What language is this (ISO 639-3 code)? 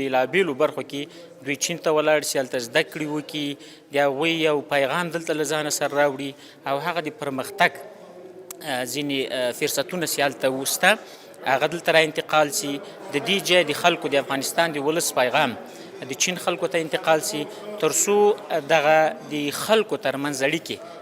pus